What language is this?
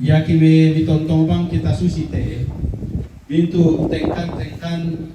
Toraja-Sa'dan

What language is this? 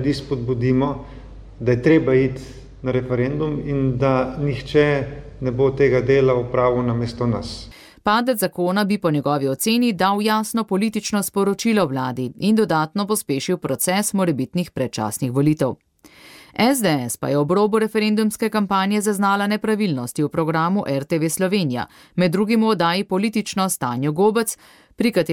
Slovenian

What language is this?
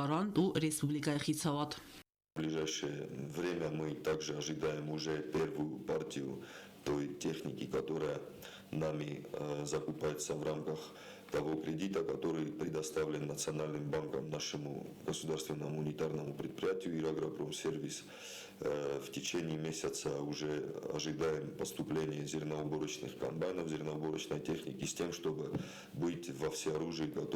Ossetic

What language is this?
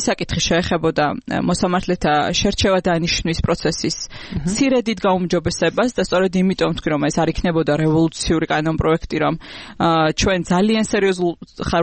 Georgian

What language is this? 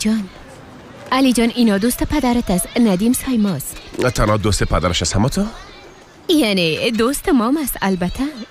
Persian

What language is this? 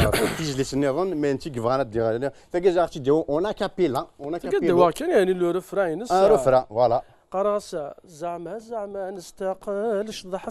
Kabyle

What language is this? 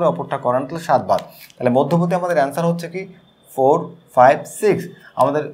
Bangla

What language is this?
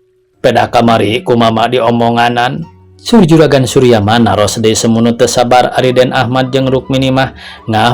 Sundanese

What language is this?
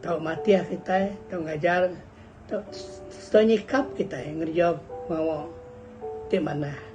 Iban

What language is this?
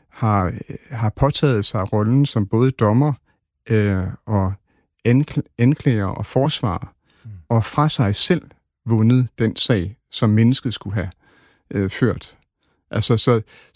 Danish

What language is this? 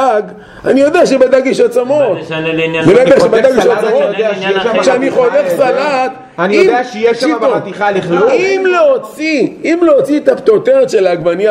Hebrew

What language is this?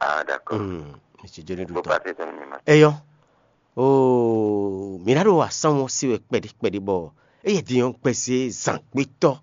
Fon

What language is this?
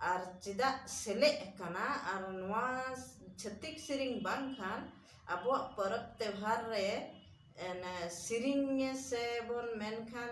Santali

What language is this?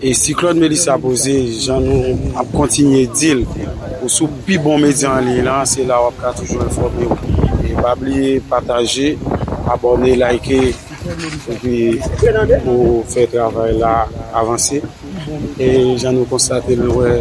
Haitian Creole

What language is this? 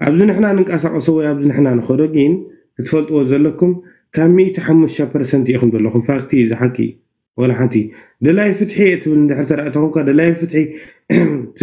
Tigrinya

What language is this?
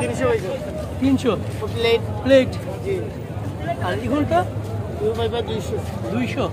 Sylheti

